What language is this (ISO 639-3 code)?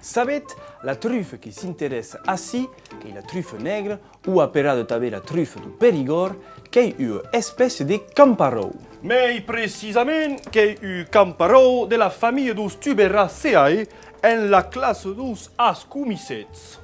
oci